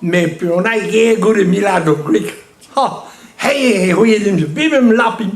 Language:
Breton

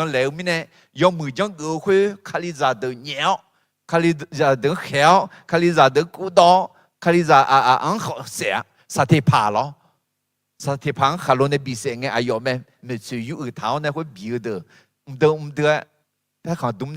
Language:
Akha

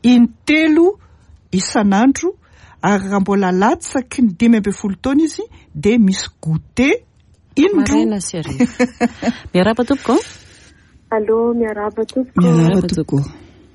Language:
Malagasy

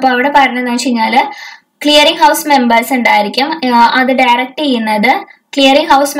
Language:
Malayalam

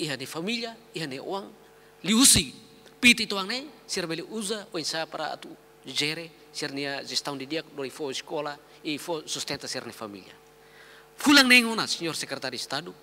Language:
Tetum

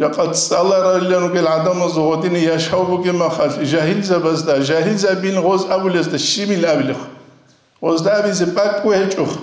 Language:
Avaric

